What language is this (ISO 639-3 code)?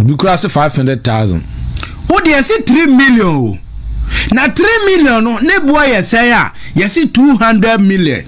aka